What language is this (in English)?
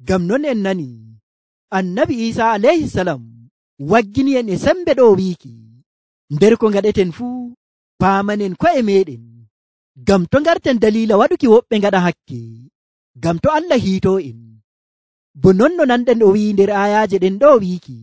Nigerian Fulfulde